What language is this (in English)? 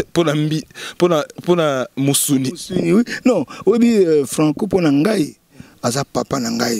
Lingala